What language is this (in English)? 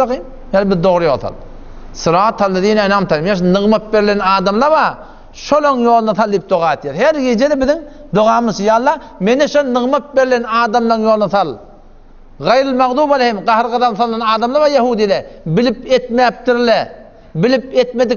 Turkmen